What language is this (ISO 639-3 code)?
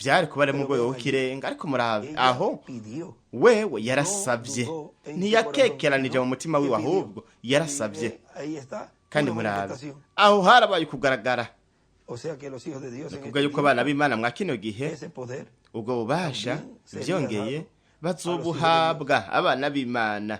run